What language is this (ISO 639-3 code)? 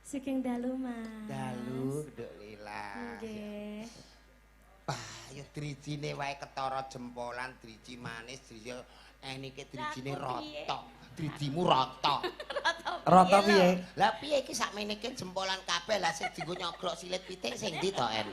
jav